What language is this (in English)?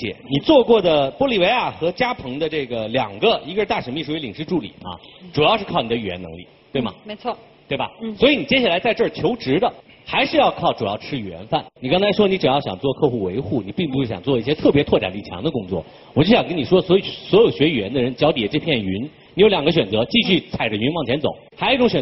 Chinese